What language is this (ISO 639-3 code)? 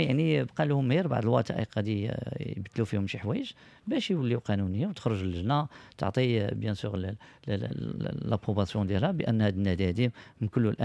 ary